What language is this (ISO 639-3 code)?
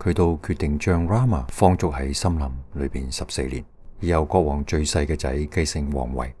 yue